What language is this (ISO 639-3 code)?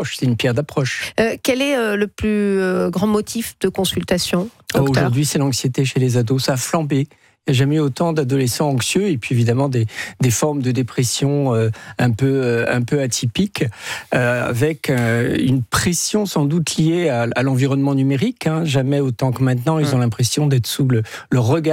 fra